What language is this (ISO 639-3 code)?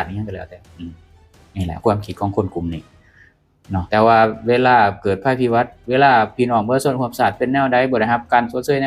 lao